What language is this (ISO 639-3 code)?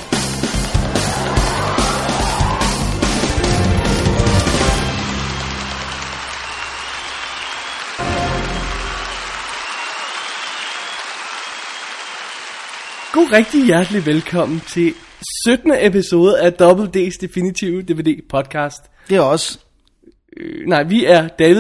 dan